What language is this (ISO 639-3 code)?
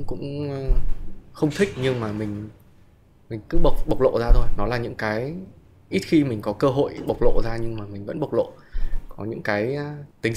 vie